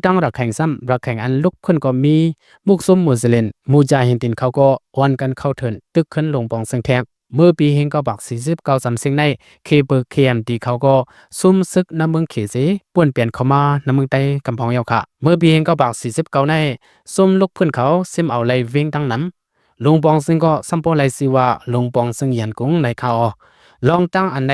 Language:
Shan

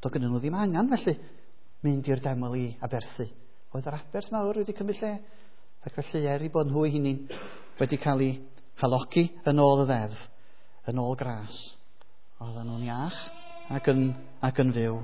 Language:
Welsh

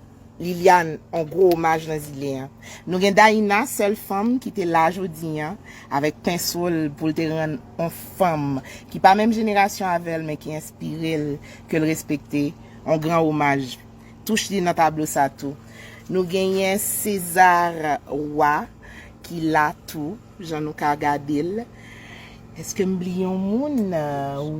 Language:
Haitian Creole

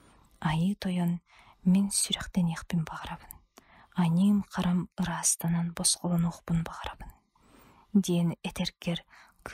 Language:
Yakut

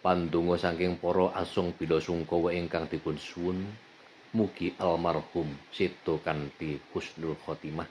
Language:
Javanese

